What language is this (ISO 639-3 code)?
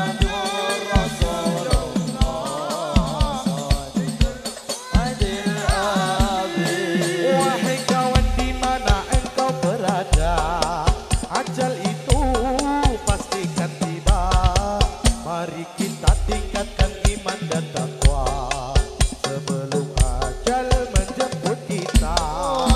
ind